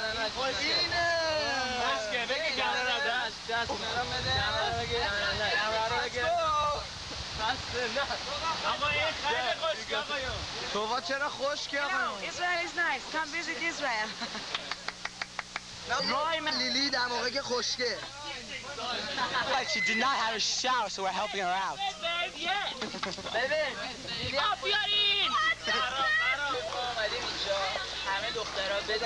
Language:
Persian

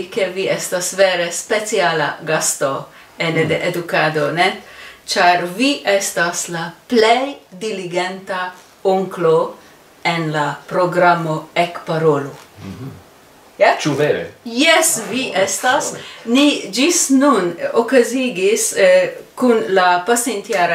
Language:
Esperanto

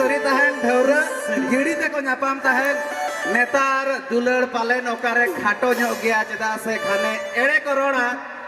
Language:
Santali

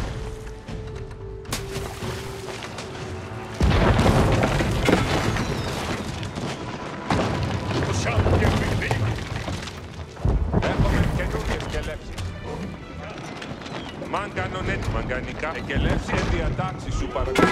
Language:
Greek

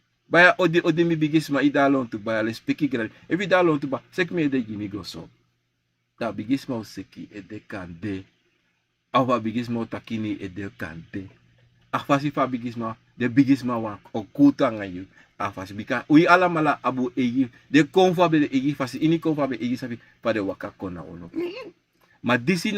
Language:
Sranan Tongo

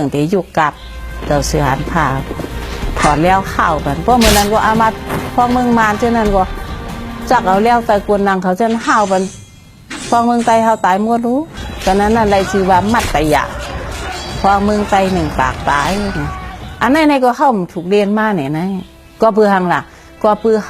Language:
Shan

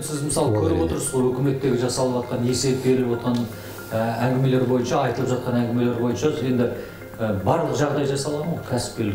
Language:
Kazakh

